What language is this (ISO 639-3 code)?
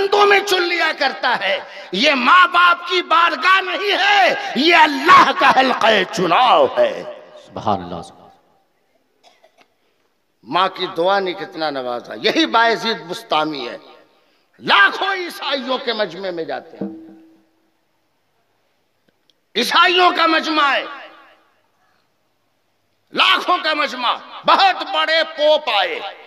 urd